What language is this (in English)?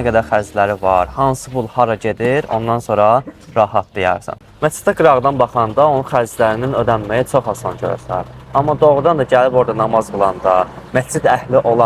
Azerbaijani